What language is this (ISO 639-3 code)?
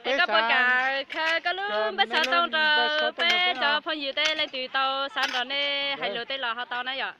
hmn